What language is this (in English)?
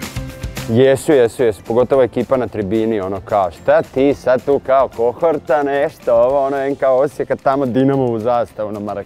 Croatian